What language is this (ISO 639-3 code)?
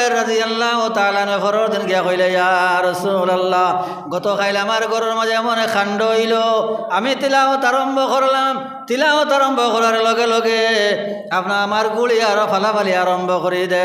syl